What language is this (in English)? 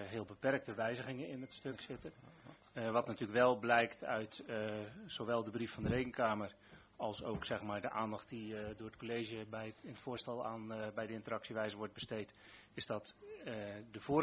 Dutch